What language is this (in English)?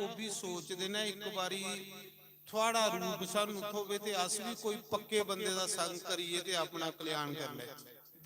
Dogri